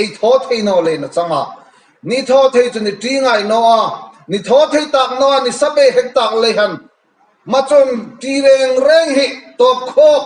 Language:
Mizo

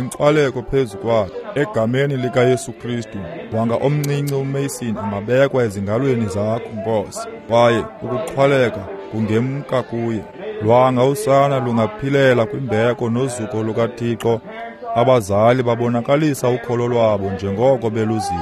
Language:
Xhosa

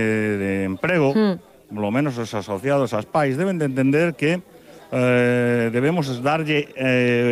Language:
Galician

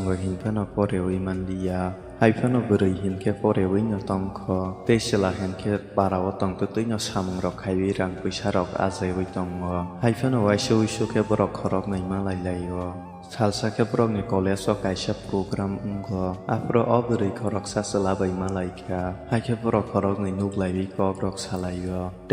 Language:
Kok Borok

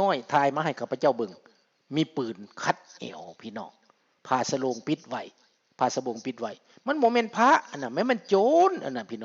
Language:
Lao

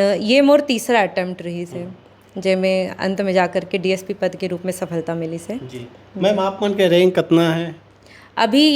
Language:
Chhattisgarhi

